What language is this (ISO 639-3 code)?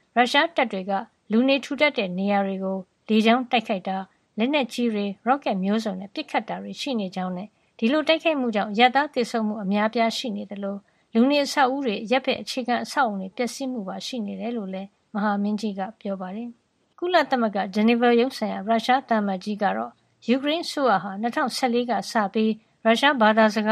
mya